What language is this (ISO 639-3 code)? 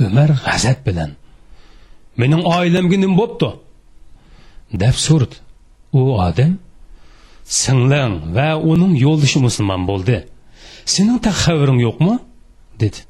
uig